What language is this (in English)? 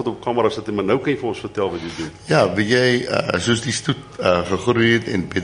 Afrikaans